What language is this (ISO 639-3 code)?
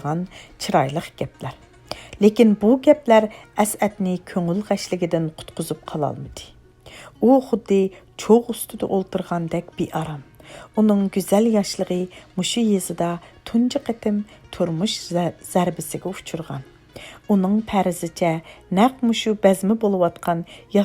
uig